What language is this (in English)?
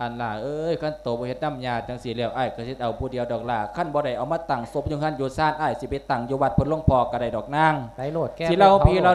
Lao